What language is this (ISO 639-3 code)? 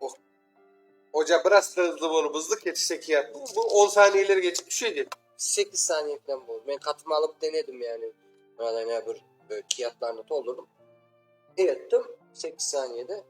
crh